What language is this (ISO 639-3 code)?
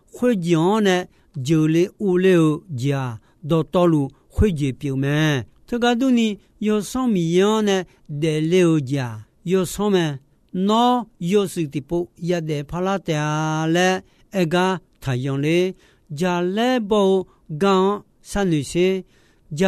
ahk